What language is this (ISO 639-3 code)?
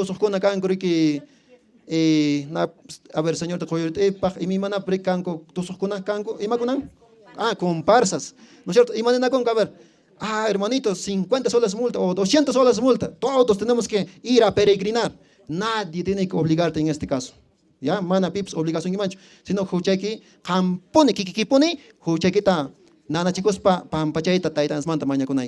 que